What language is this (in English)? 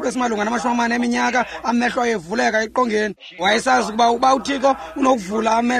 Xhosa